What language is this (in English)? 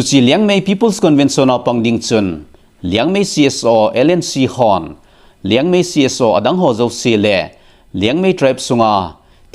Thado Chin